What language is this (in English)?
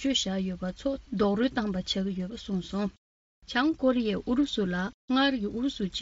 Tibetan